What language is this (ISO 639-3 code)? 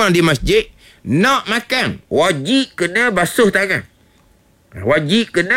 msa